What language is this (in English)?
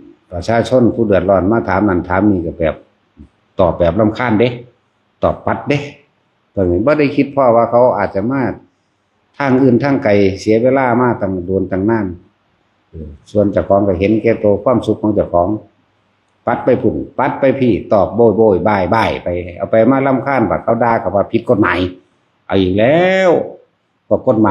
Lao